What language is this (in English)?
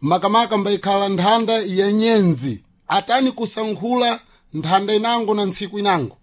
Sena